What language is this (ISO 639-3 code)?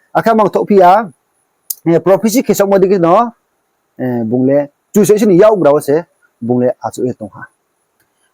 ria